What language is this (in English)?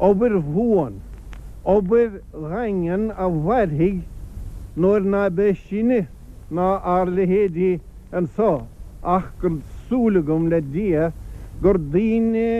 Irish